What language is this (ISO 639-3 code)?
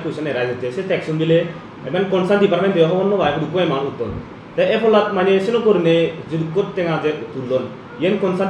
ccp